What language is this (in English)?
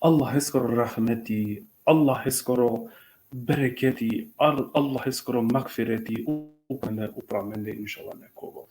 Balkan Romani